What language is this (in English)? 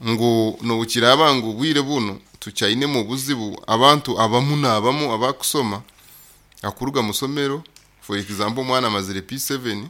Nyoro